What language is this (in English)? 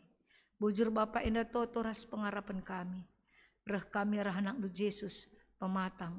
Batak Karo